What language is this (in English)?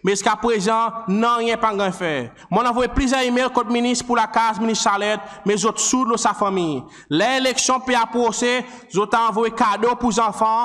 Seselwa Creole French